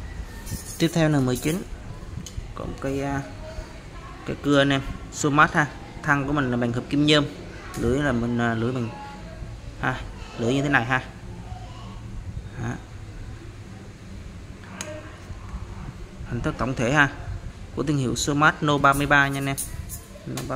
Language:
Vietnamese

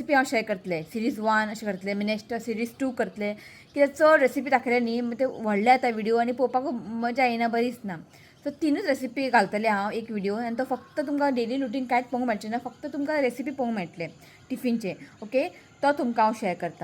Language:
Konkani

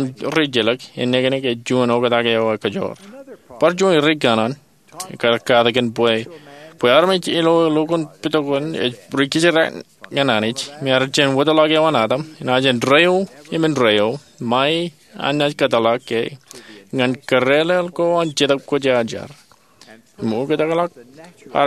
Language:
Marshallese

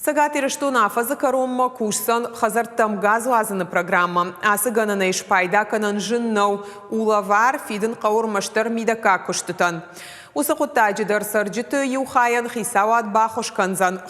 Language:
Ossetic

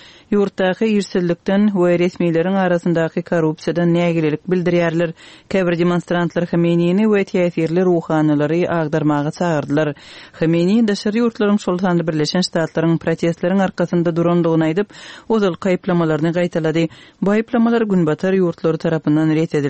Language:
Turkmen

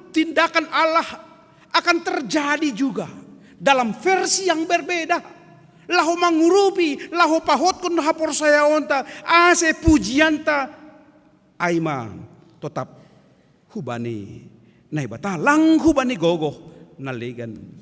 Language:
Batak Simalungun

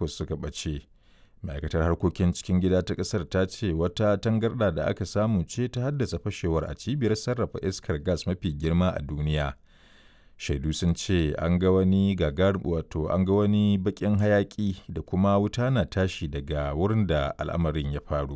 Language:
Hausa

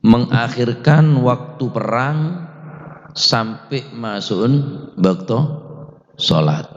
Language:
Madurese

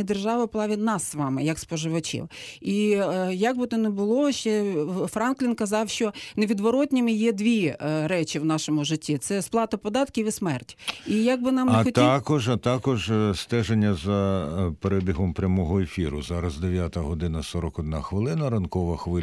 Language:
Ukrainian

